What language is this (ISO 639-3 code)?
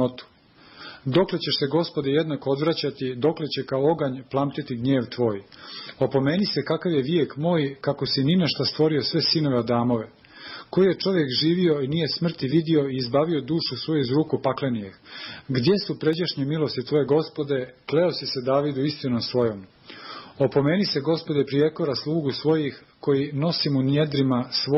srp